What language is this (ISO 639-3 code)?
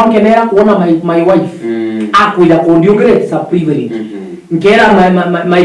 mer